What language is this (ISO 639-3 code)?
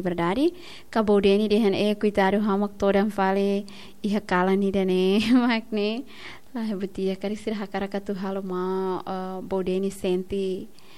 tet